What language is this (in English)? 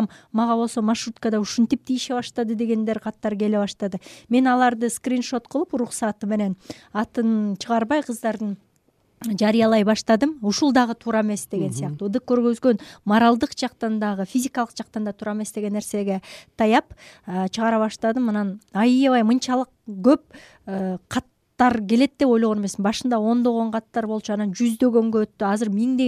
Kyrgyz